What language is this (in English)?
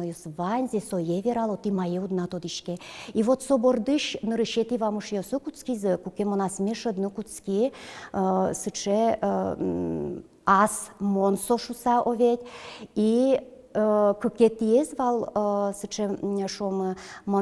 Udmurt